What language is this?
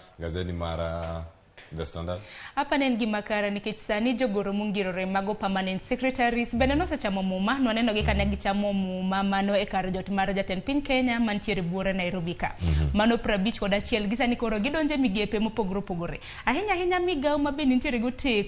Luo (Kenya and Tanzania)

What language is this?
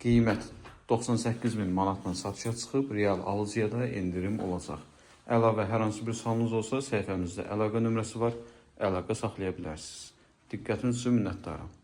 Azerbaijani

